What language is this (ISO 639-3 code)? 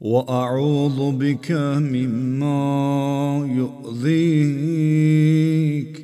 aze